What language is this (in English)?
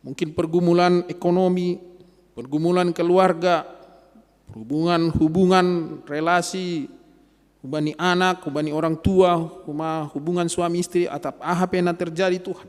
Batak Simalungun